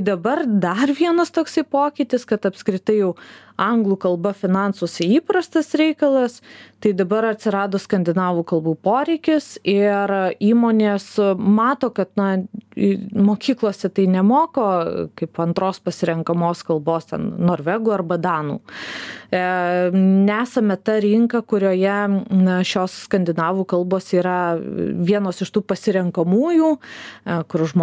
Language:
Lithuanian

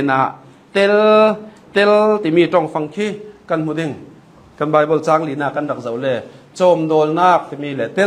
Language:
Hakha Chin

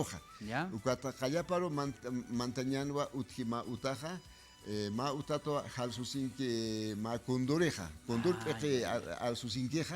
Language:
Aymara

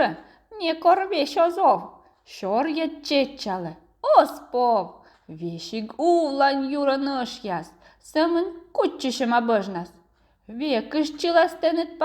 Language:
Komi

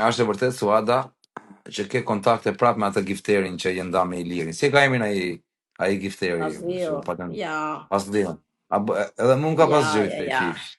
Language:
Albanian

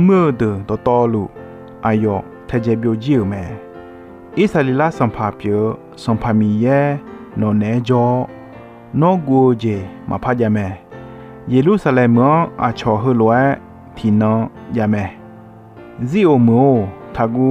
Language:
Akha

